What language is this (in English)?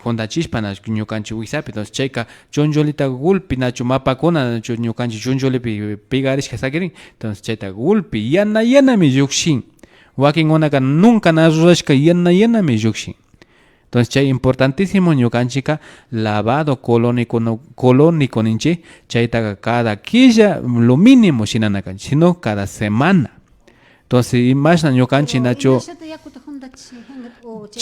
Imbabura Highland Quichua